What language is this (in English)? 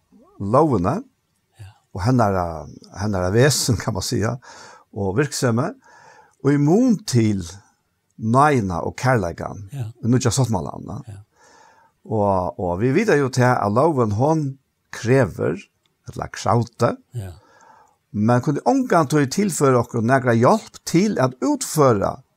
Faroese